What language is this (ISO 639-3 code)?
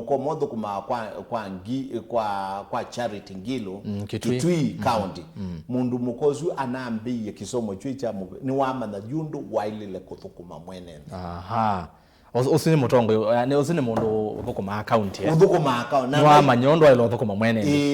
kam